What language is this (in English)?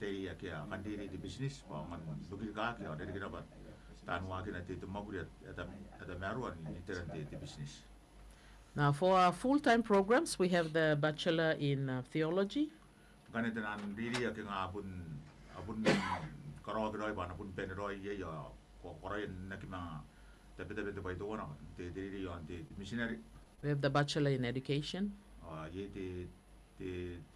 Gilbertese